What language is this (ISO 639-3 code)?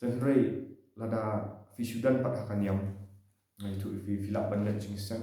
kha